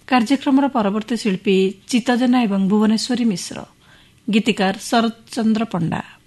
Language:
Odia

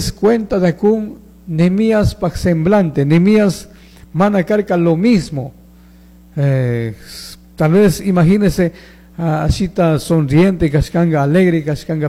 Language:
Chimborazo Highland Quichua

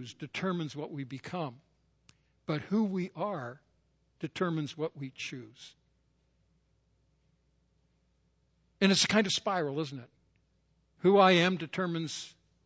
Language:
English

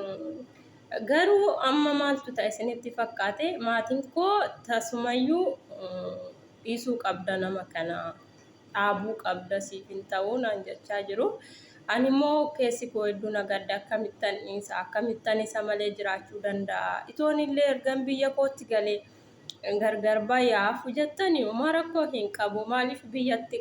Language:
Oromo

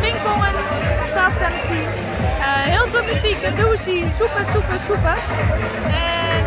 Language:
Western Frisian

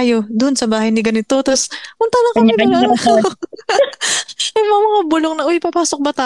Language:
Filipino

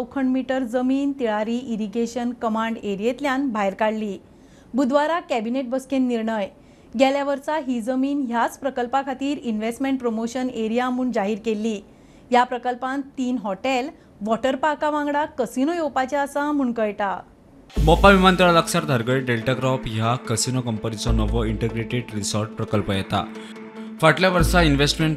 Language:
Konkani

